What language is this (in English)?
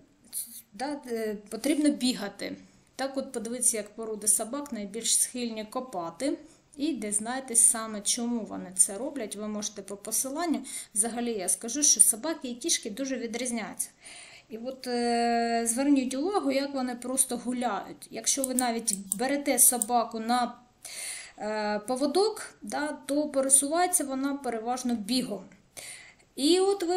Ukrainian